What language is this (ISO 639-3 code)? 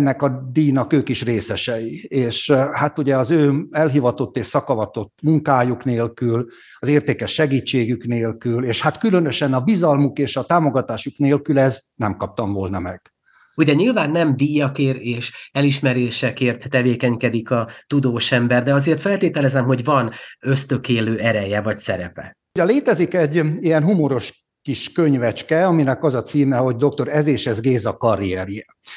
hun